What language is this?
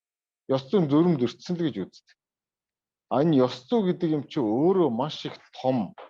Mongolian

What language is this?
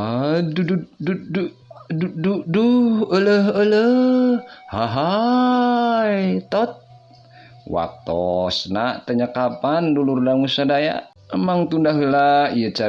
Sundanese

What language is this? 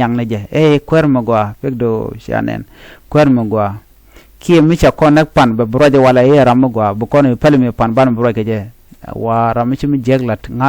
Nuer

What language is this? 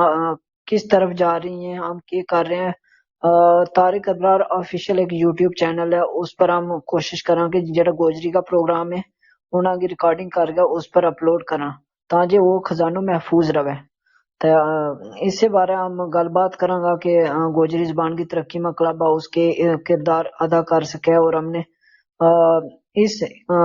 Gujari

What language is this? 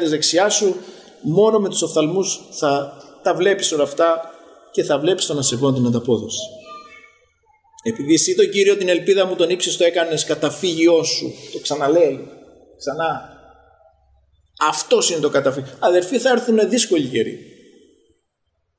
Greek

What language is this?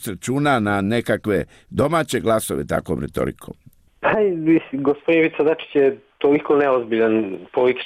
Serbian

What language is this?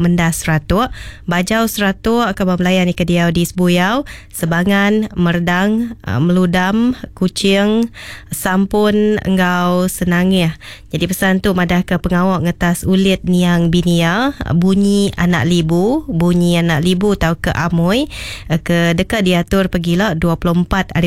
Iban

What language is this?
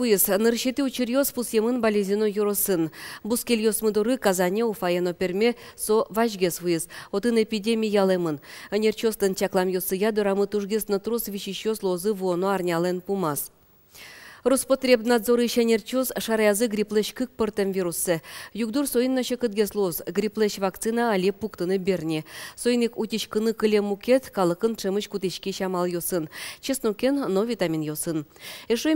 Udmurt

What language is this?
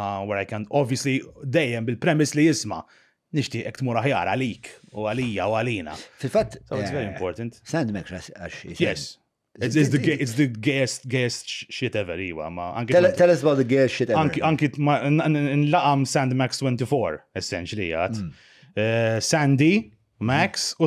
Maltese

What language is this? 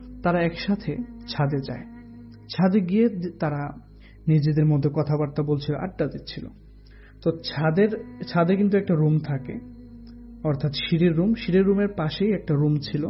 Bangla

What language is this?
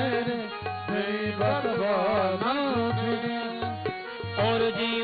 Hindi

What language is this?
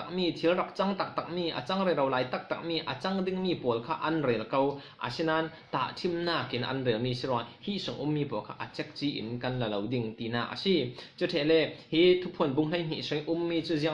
Falam Chin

